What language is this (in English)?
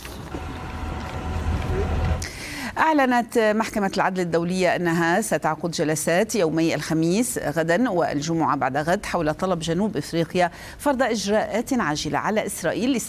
Arabic